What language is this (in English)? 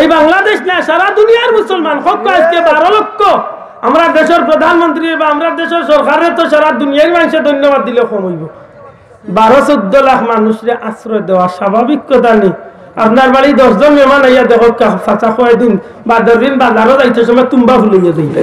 Sylheti